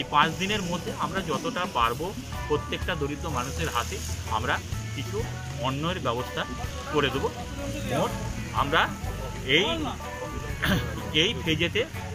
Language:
Bangla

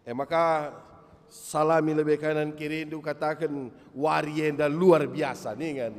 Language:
Batak Karo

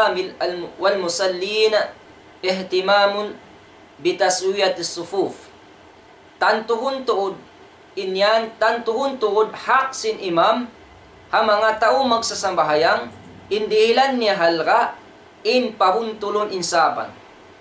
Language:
Tausug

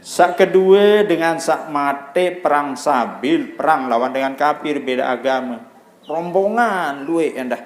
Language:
Sasak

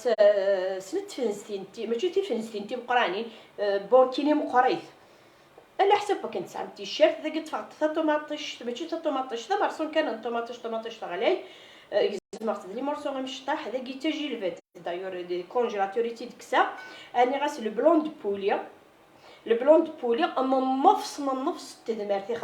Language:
Kabyle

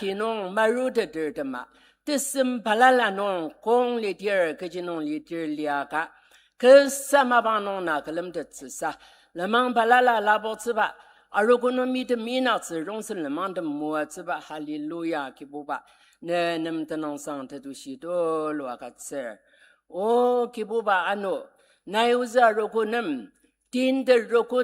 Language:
Ao Naga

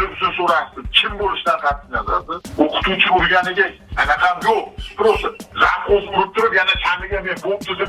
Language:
Uzbek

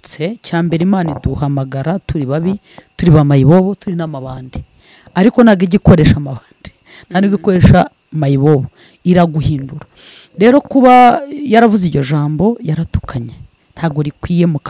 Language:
Kinyarwanda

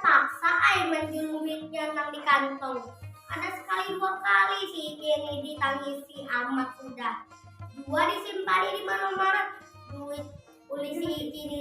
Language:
Banjar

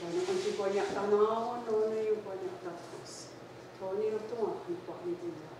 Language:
Mohawk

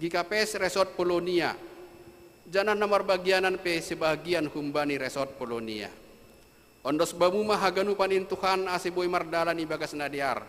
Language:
Batak Simalungun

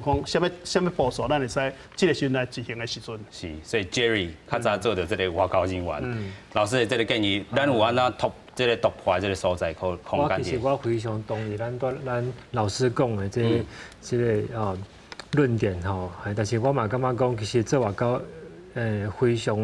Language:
Min Nan Chinese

